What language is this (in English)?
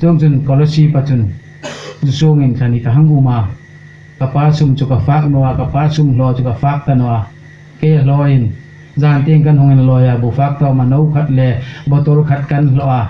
Hmar